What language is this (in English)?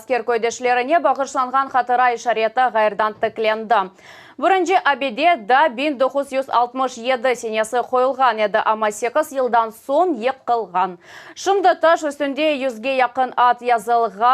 Crimean Tatar